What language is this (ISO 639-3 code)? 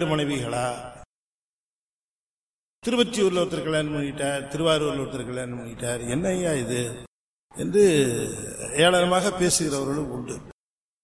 tam